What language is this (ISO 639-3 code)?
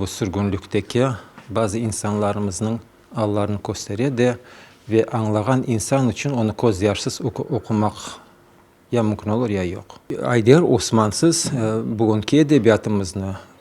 crh